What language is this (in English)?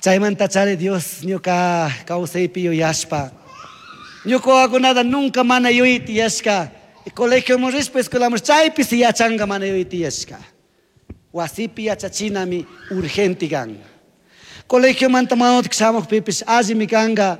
Chimborazo Highland Quichua